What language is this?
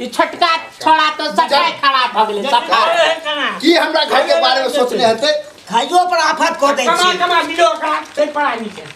Maithili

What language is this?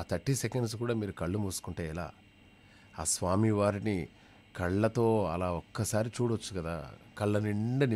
Telugu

